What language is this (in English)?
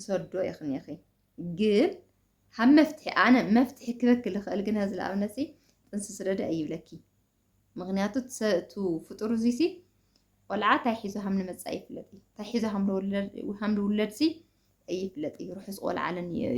Tigrinya